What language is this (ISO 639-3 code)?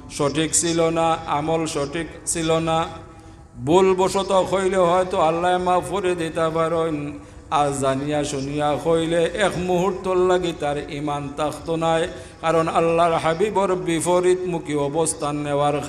syl